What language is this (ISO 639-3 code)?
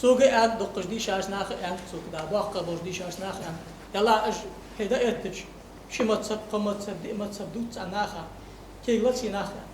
inh